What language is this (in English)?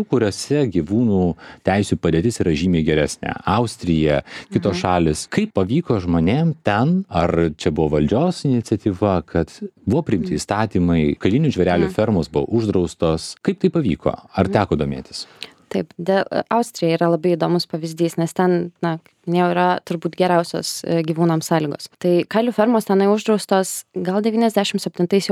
Lithuanian